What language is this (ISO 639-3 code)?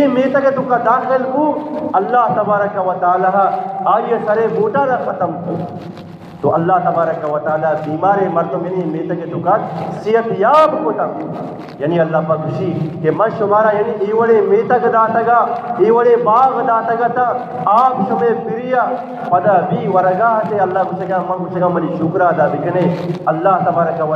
bgp